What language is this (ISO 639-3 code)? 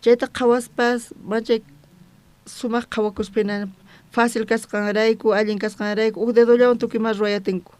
quh